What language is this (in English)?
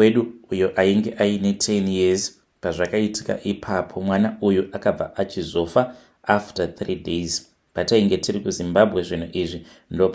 Shona